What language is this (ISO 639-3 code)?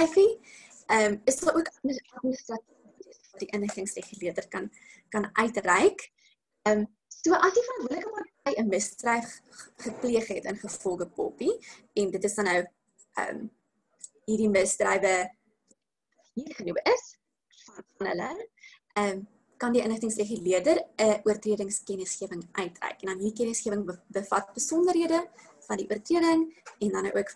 afr